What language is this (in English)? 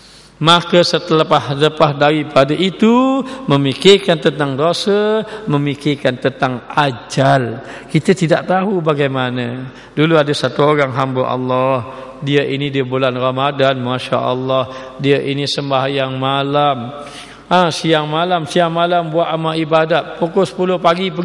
Malay